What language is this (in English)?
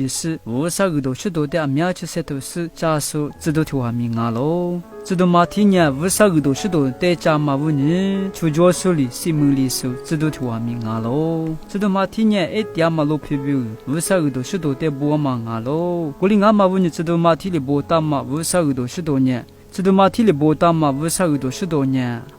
Lisu